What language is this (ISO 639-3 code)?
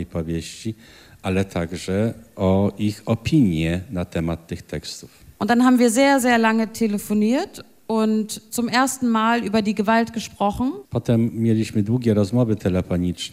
pol